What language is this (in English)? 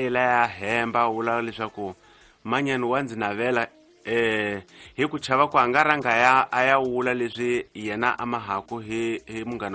Tsonga